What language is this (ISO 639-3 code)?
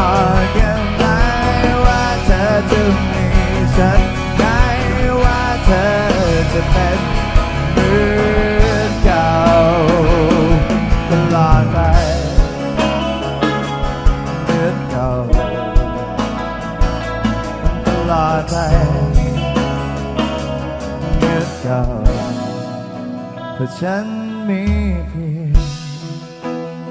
tha